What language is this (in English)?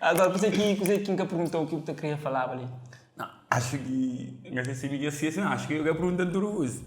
Kabuverdianu